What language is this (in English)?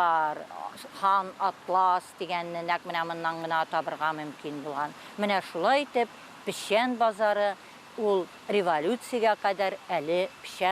Tatar